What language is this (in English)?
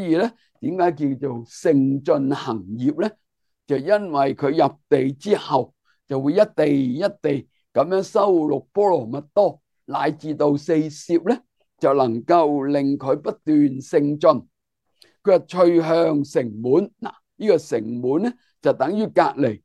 Cantonese